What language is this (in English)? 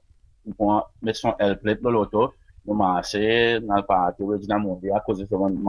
Seselwa Creole French